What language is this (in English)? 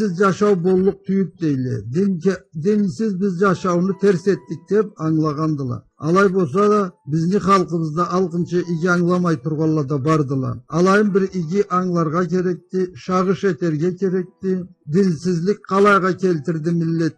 Karachay-Balkar